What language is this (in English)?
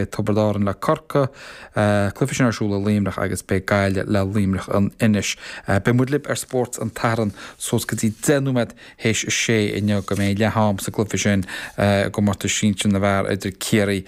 Irish